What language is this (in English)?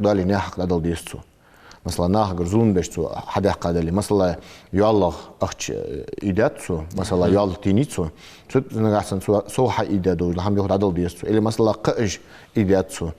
Ingush